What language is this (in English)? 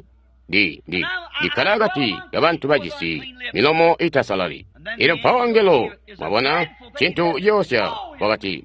Tonga (Zambia)